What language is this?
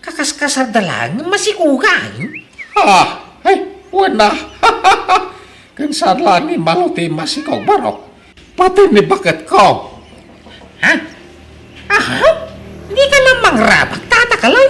Iloko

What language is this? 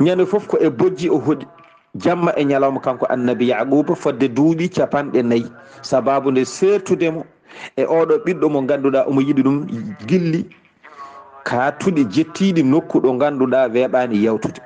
Fula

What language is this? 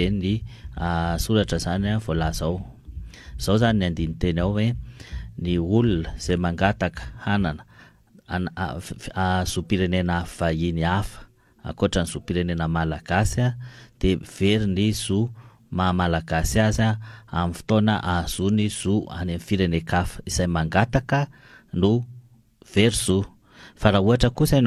Malagasy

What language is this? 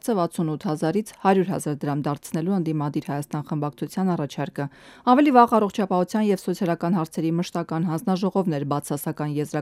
Armenian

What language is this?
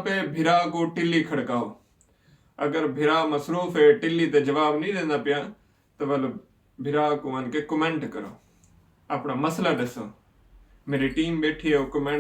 Saraiki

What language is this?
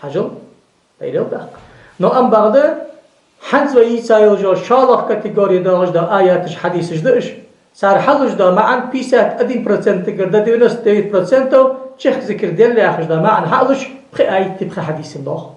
Ingush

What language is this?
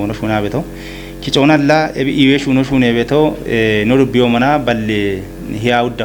Kafa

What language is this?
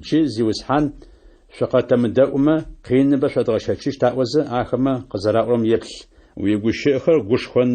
Adyghe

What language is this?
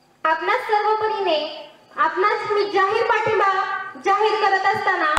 Marathi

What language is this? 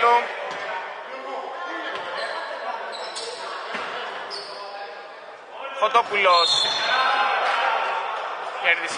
Greek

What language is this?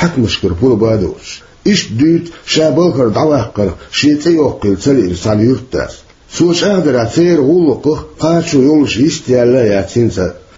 Chechen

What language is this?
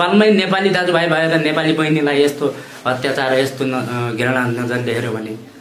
Nepali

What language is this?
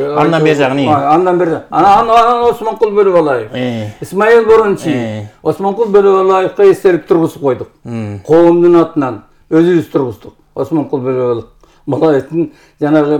Kyrgyz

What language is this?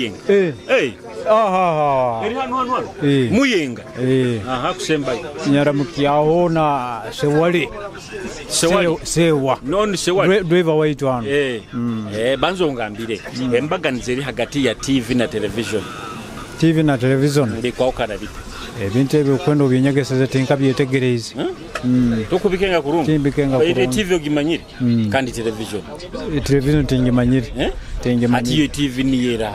Nyoro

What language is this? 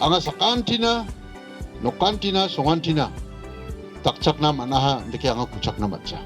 Garo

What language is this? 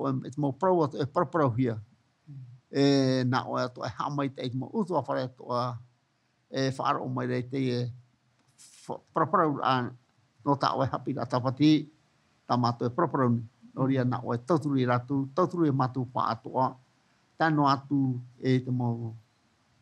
Tahitian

